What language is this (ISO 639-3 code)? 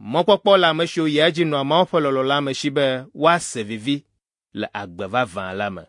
ewe